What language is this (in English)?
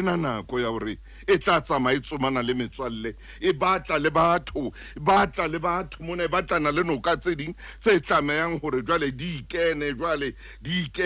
Southern Sotho